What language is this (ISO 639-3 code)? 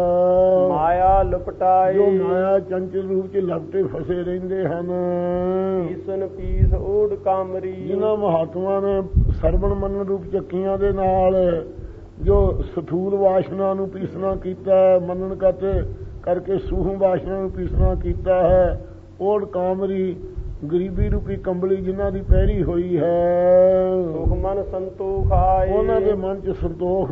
pan